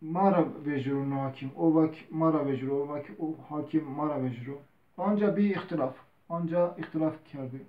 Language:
Zaza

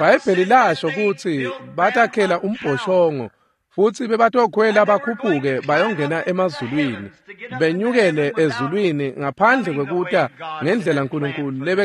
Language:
Swati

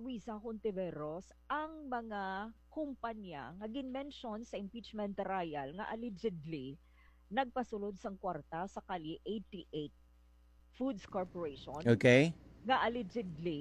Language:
Hiligaynon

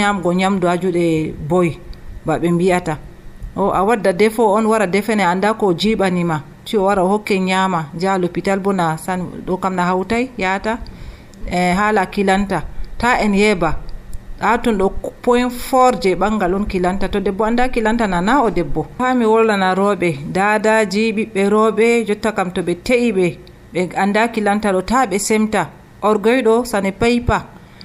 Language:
Nigerian Fulfulde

